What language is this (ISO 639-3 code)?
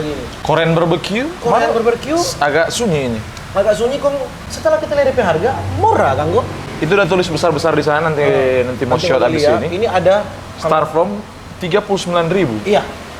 xmm